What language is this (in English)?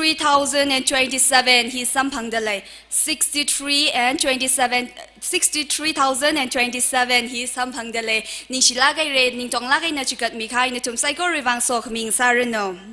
Tangkhul Naga (India)